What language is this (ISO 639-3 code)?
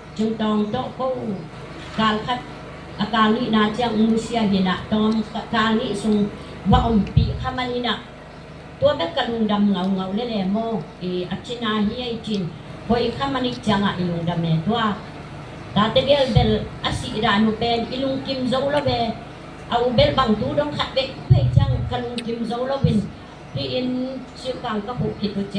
ctd